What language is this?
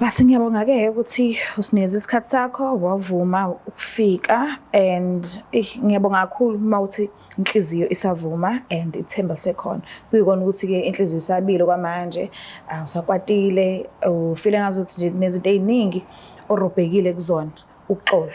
Zulu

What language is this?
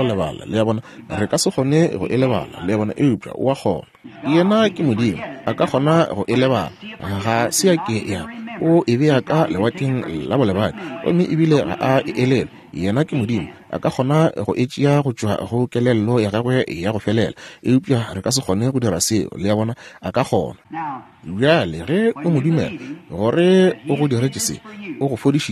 Northern Sotho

